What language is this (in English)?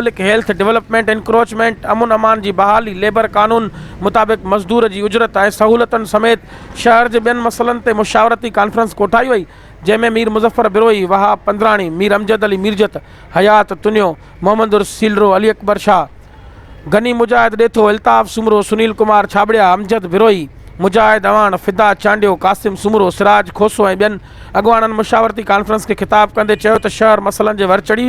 Sindhi